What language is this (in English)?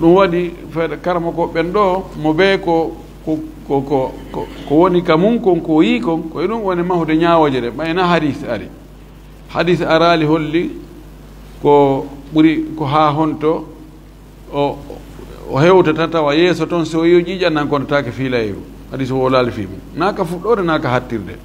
Fula